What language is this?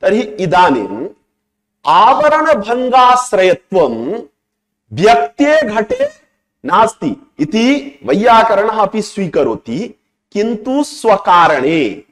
Sanskrit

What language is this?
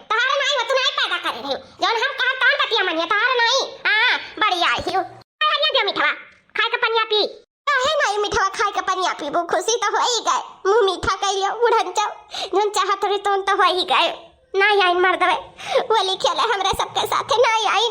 Awadhi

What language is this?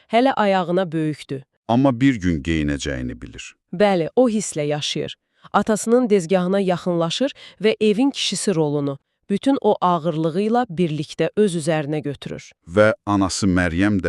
Azerbaijani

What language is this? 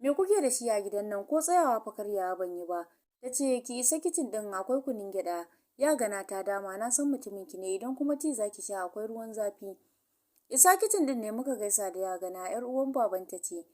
Hausa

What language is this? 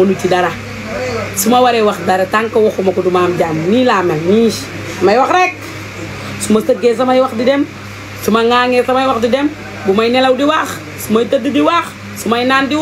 Wolof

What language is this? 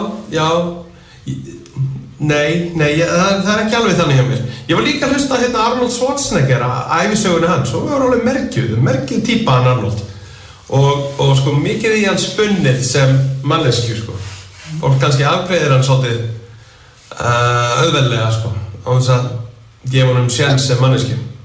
Icelandic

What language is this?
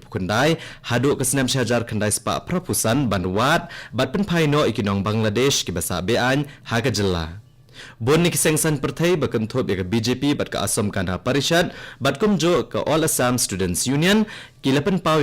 Khasi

